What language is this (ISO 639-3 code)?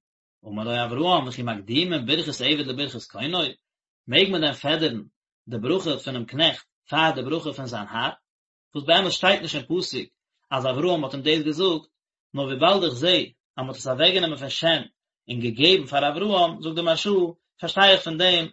yid